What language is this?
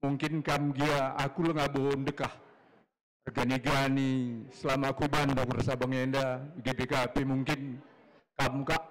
Batak Karo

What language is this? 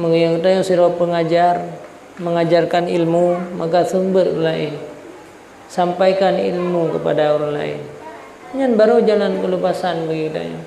Achinese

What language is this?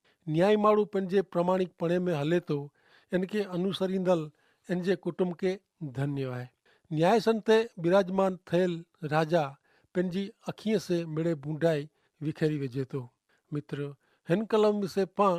Kachhi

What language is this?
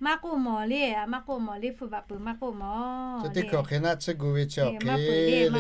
Lahu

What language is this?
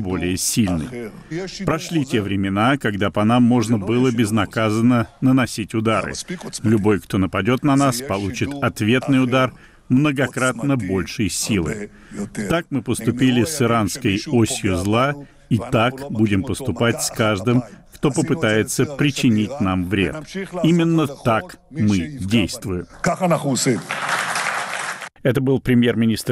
Russian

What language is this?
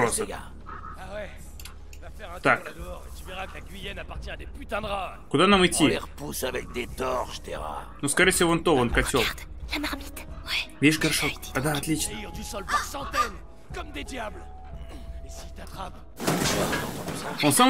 Russian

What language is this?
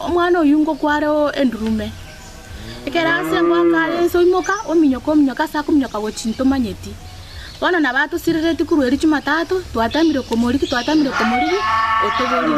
Gusii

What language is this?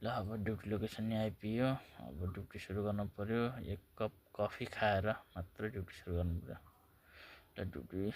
Nepali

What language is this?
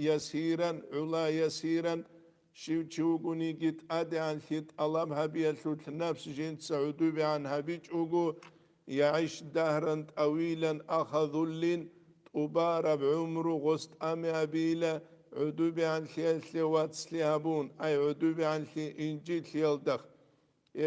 Avaric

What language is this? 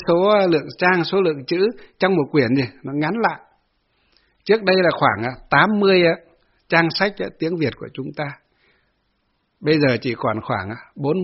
Vietnamese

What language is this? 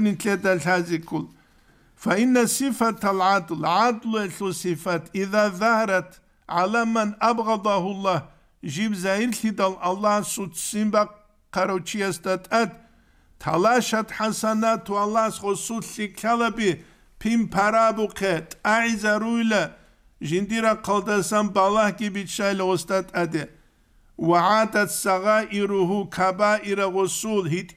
Avaric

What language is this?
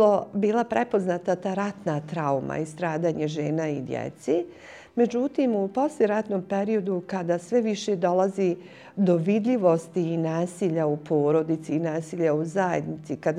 Bosnian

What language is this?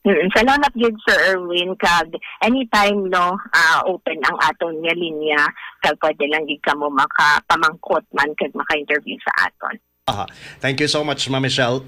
Hiligaynon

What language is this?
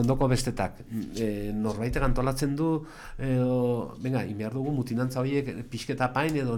Basque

